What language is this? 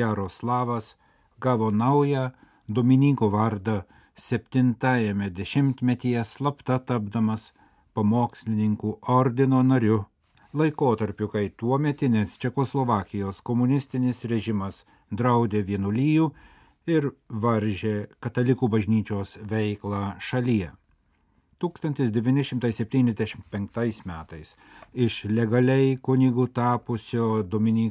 Lithuanian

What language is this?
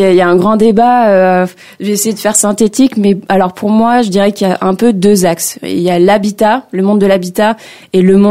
French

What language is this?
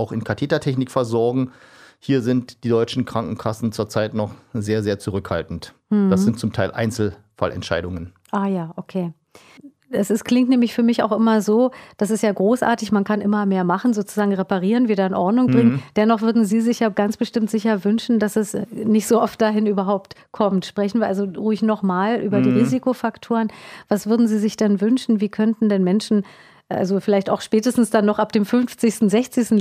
German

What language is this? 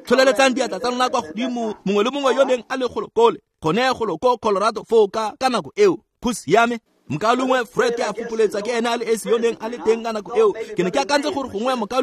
Tswana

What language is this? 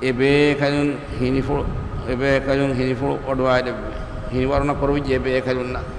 Divehi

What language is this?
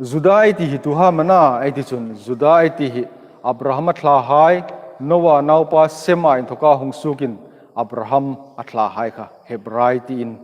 Hmar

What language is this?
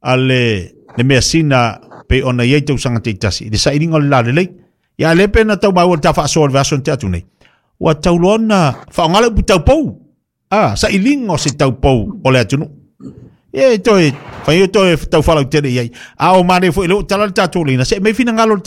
Samoan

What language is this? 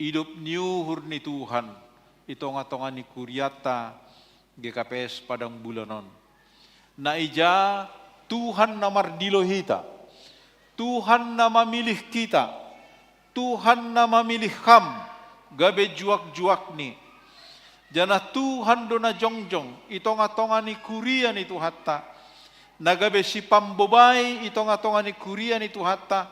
Batak Simalungun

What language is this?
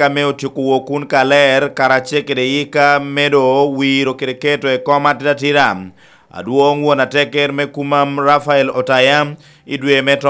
Lango (Uganda)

